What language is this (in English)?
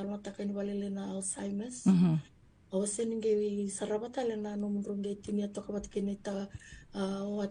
Fijian